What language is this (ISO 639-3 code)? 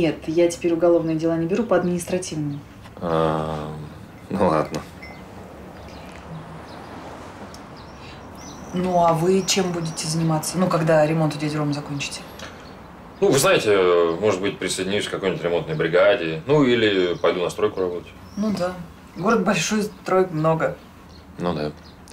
rus